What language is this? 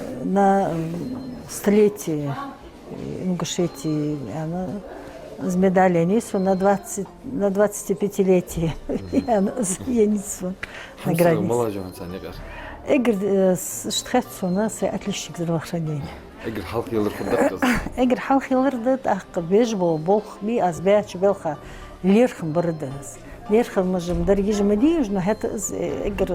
Ingush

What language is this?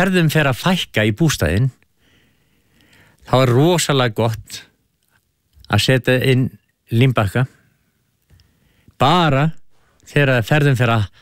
Icelandic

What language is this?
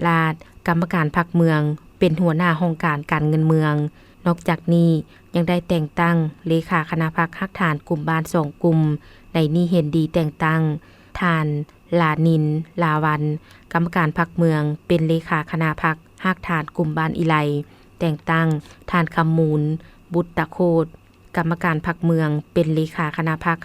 Lao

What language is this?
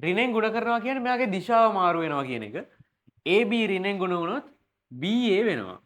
Sinhala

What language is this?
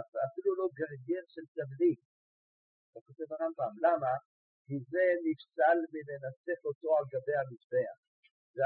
Hebrew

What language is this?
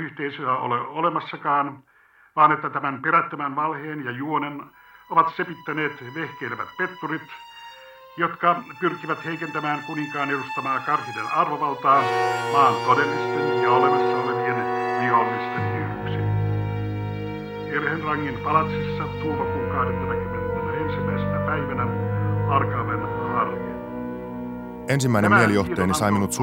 Finnish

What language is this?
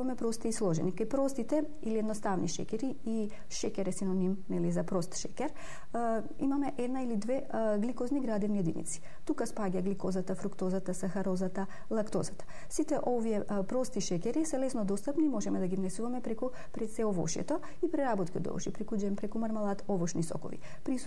Macedonian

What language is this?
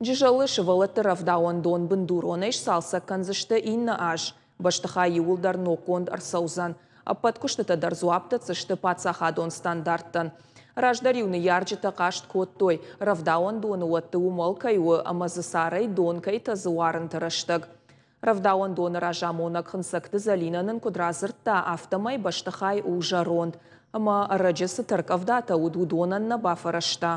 Ossetic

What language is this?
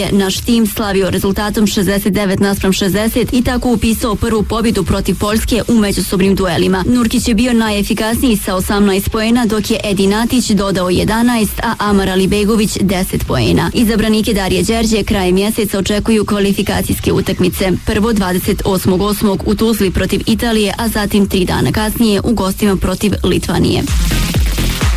Bosnian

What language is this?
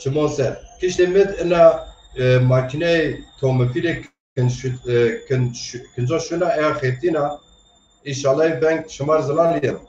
Zaza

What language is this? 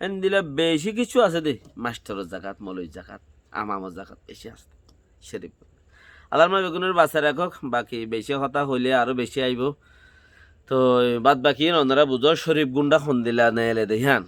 Rohingya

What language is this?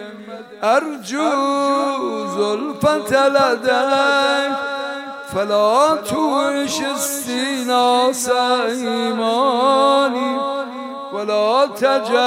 Persian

